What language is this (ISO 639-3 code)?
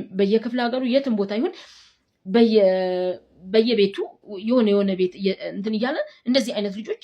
amh